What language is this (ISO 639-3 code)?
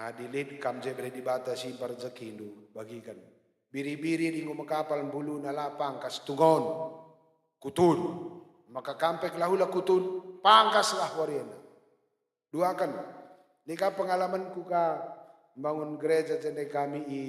btx